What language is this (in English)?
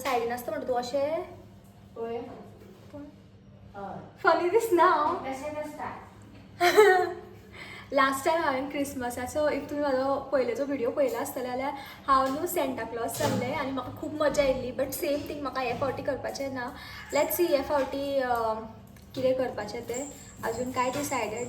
Konkani